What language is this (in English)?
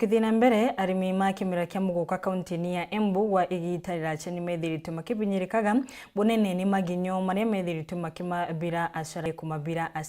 Meru